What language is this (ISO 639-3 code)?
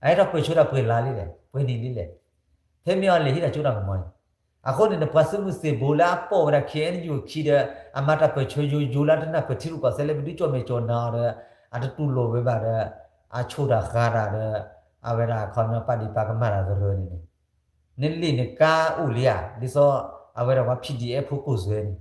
ksw